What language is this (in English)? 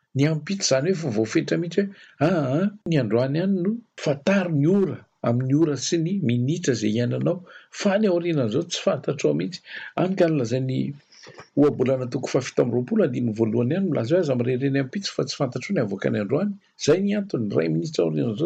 Malagasy